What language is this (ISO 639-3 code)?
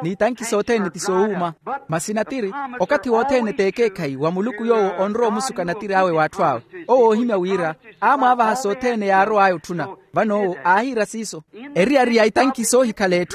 vmw